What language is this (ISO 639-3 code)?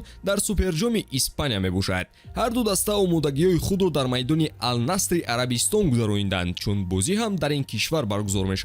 tgk